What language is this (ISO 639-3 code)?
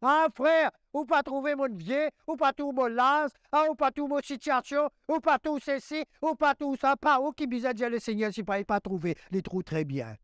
mfe